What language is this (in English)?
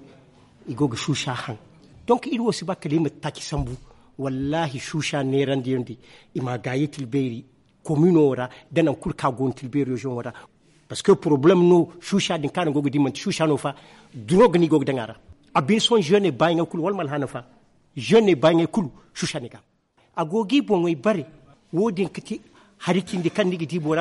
Zarma